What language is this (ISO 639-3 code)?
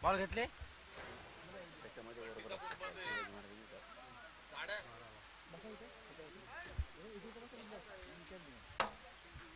mar